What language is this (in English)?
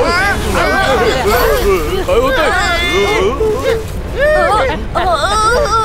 Marathi